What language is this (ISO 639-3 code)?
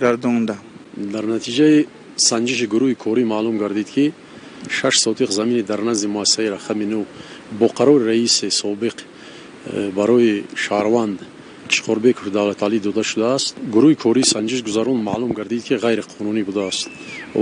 tgk